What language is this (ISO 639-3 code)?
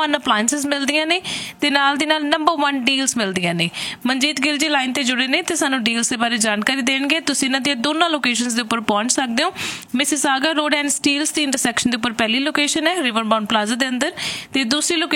pan